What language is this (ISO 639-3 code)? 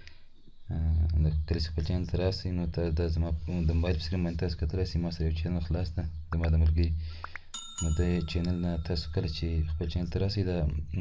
pus